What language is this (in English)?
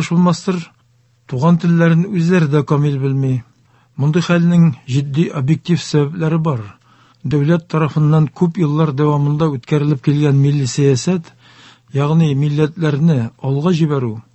Tatar